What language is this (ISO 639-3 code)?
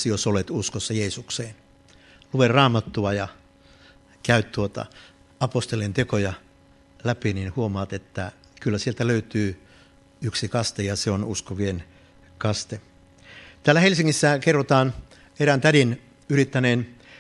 fin